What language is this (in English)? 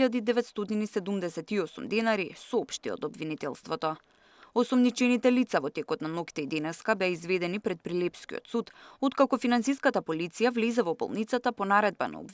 Macedonian